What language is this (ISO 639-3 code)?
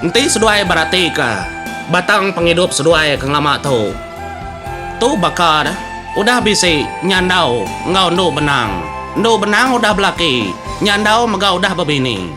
iba